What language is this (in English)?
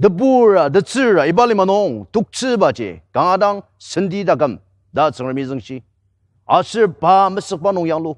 Ao Naga